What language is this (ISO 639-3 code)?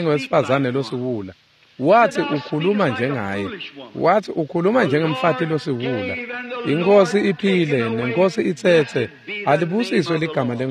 ssw